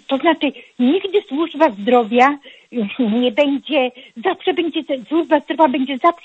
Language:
Polish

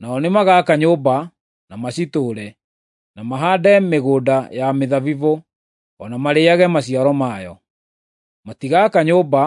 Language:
Kikuyu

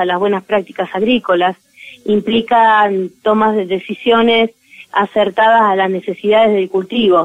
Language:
Spanish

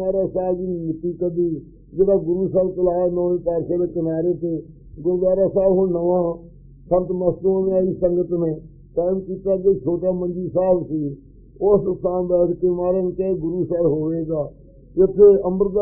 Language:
Punjabi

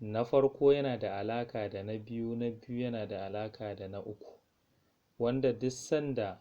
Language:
Hausa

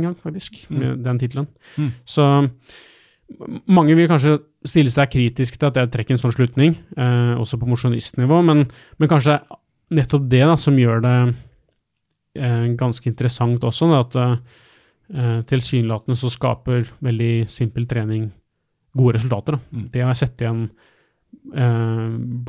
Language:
Norwegian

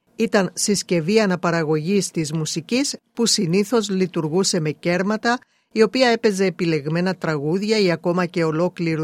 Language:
Greek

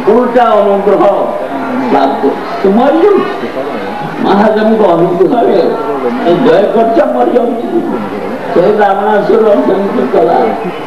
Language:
Odia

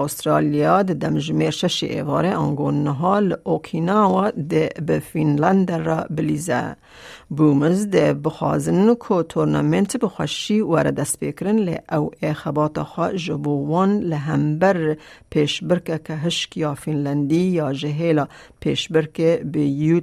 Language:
Kurdish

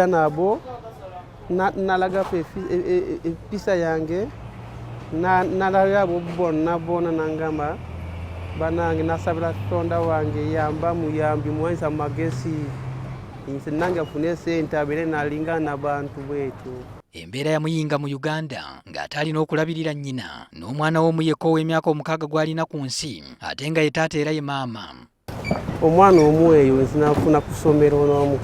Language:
Ganda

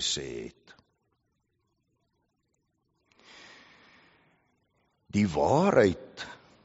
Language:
Afrikaans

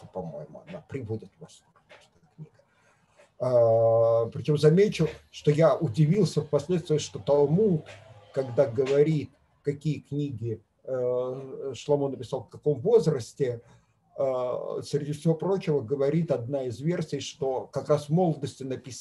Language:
Russian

